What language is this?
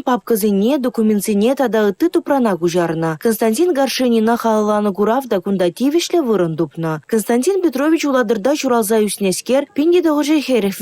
Chuvash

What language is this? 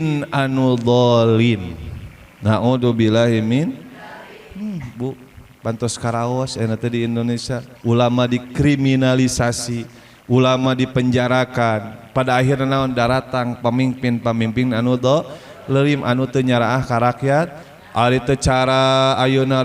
Sundanese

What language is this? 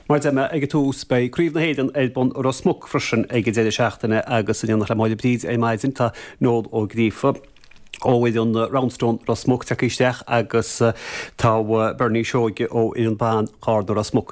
Irish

